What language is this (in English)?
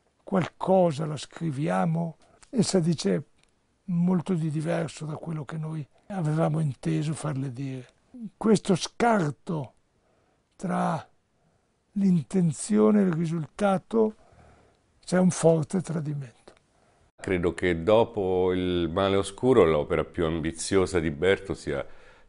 Italian